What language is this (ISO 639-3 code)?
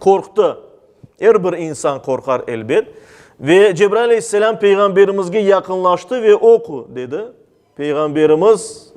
crh